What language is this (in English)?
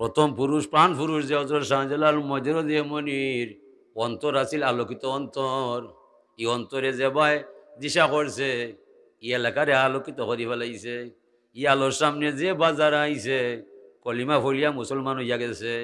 Sylheti